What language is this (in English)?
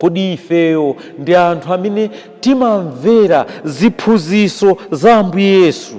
Nyanja